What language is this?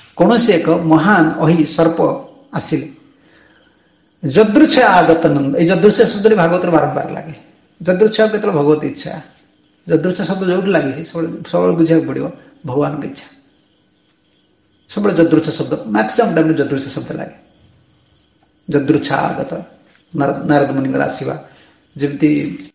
Odia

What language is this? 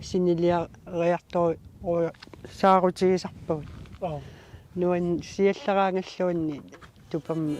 Kalaallisut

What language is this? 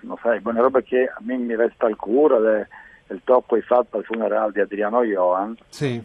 Friulian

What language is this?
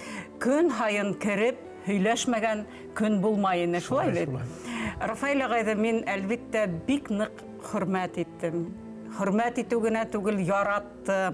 Bashkir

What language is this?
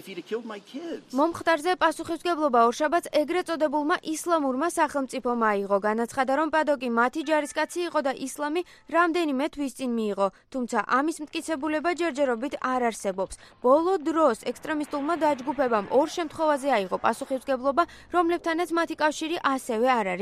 Georgian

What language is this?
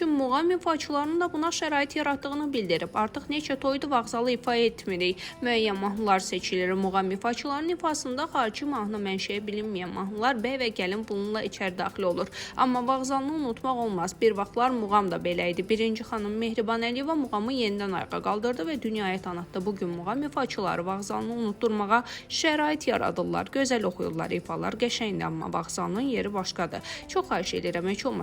Azerbaijani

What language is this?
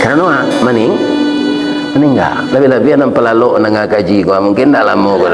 Minangkabau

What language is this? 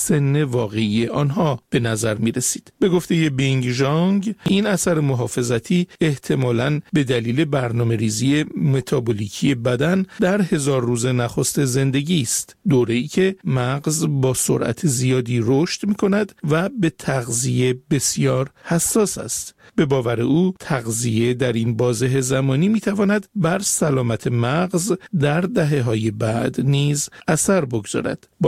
Persian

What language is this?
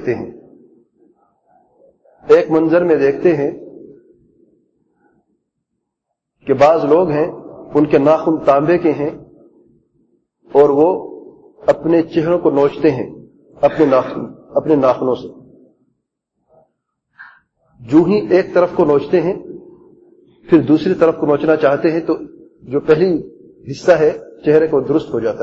Urdu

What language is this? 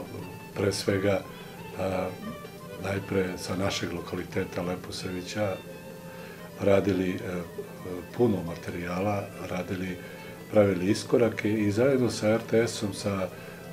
Serbian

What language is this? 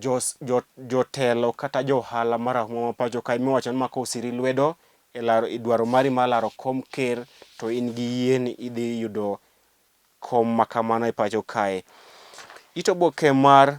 Luo (Kenya and Tanzania)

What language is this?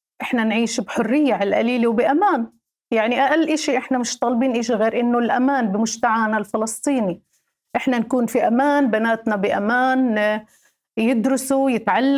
North Levantine Arabic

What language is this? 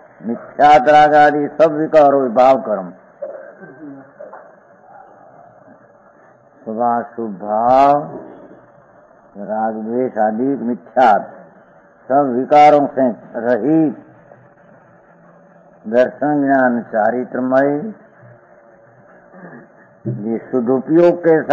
Gujarati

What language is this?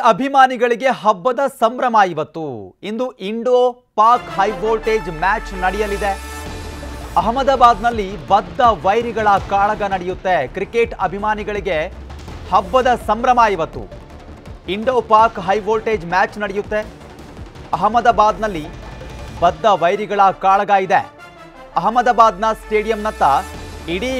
Kannada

